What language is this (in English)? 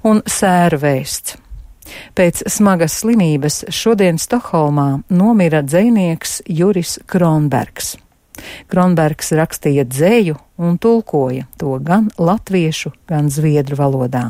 Latvian